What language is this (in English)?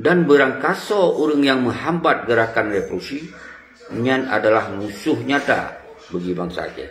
Achinese